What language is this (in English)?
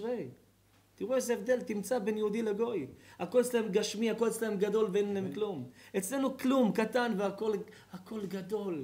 Hebrew